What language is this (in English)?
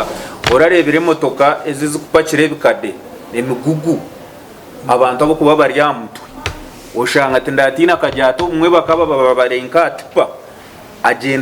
Nyankole